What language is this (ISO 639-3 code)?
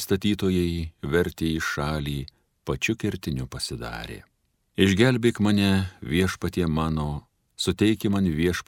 lit